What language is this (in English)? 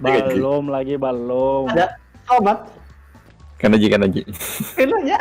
Banjar